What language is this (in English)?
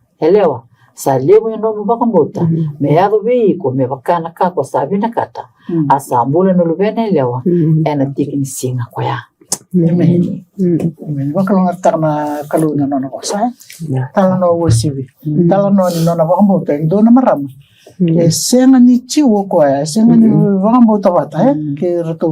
Fijian